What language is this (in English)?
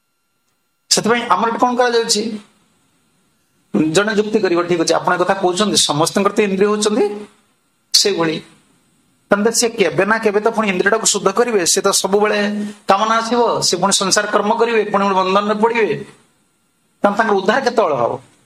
Odia